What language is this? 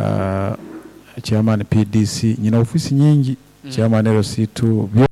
Nyoro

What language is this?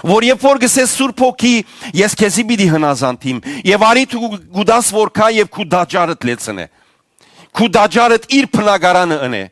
Western Armenian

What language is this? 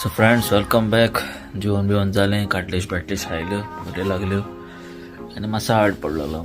Konkani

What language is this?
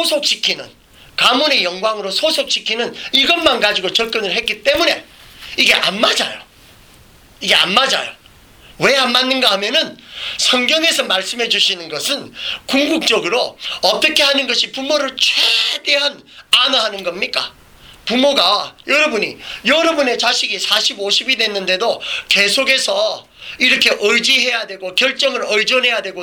Korean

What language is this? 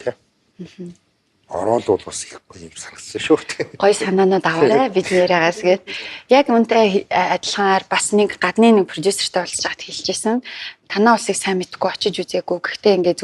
Mongolian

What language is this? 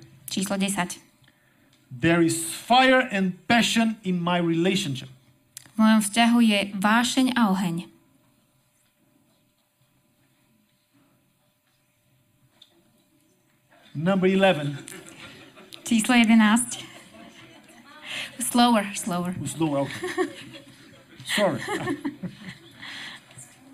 Slovak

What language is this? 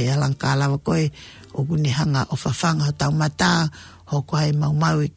Tongan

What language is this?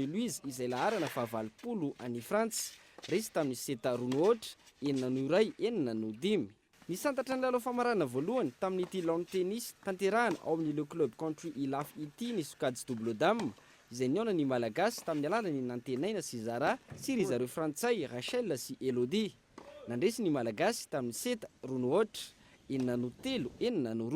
Malagasy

